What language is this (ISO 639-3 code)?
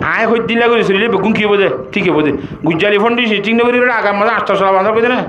rhg